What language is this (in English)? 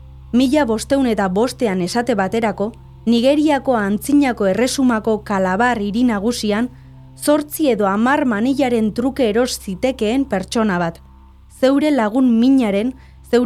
Basque